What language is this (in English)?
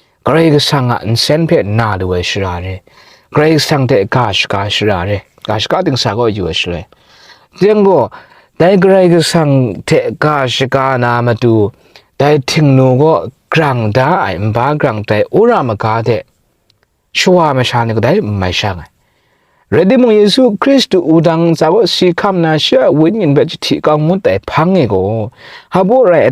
Kachin